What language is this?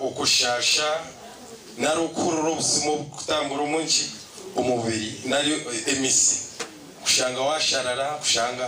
Nyankole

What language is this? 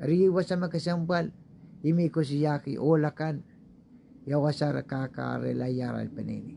Pohnpeian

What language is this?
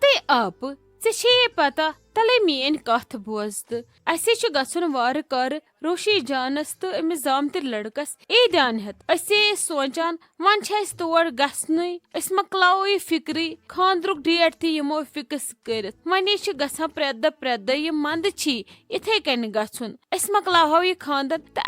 Kashmiri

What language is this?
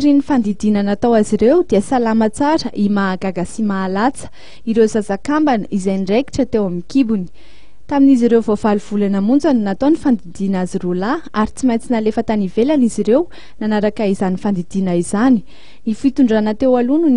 Malagasy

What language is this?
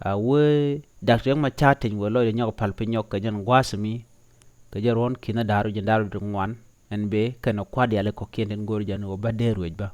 Nuer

